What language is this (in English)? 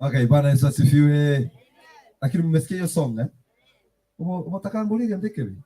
Gusii